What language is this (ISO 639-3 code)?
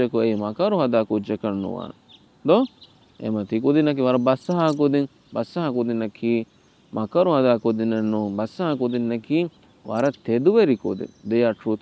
div